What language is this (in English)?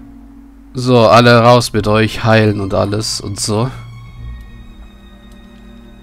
German